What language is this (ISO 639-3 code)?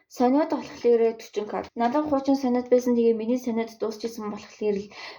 mon